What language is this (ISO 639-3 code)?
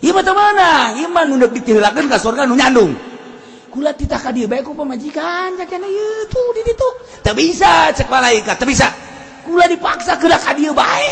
sun